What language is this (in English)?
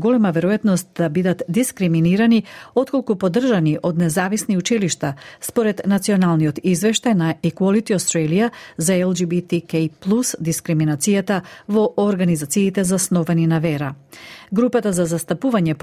Macedonian